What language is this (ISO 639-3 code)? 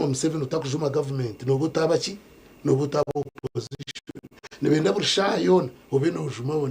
nyn